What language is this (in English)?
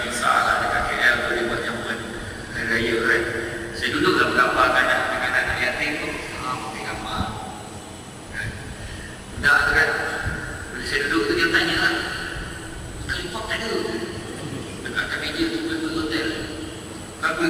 Malay